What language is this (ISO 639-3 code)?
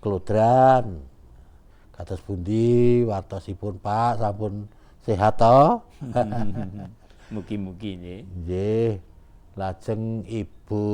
jav